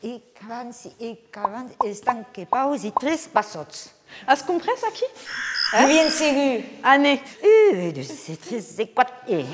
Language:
Occitan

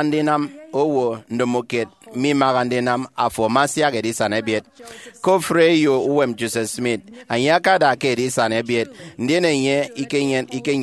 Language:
Efik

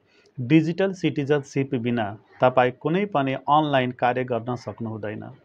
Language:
Nepali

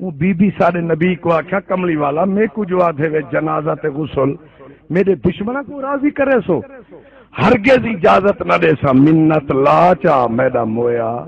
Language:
Saraiki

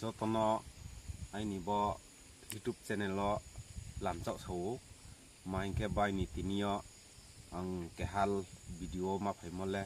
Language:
Riang (India)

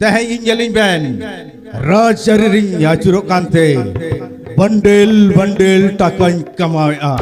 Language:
Santali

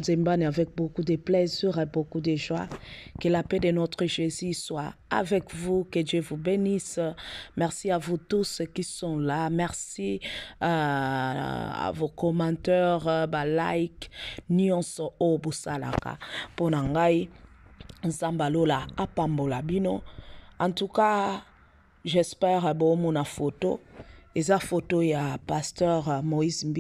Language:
Lingala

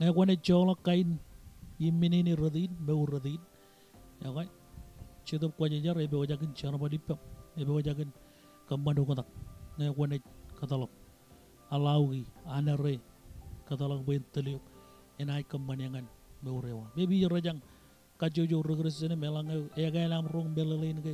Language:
Marshallese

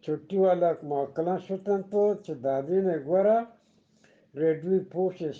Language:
Eastern Balochi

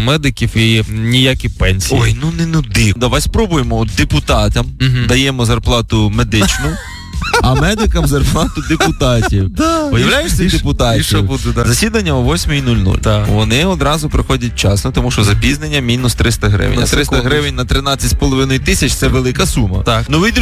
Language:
Ukrainian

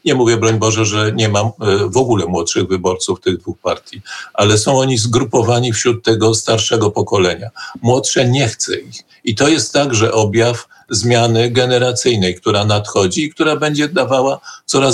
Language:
Polish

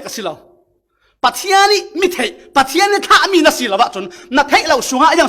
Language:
Falam Chin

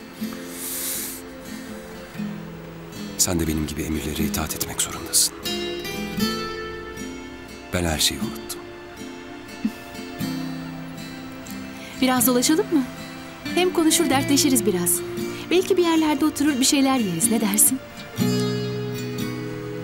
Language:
Turkish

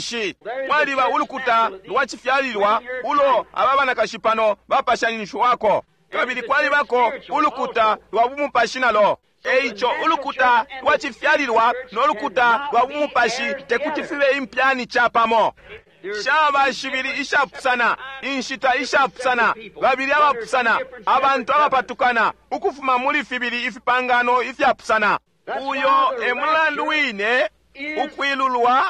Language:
Bemba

